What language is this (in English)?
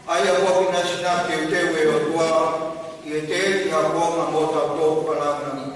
Tongan